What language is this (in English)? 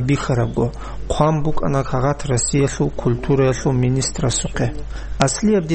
Avaric